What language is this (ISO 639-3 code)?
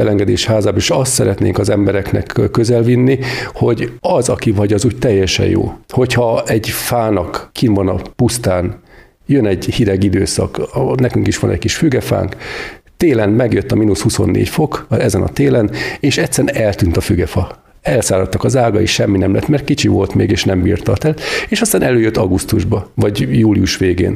hun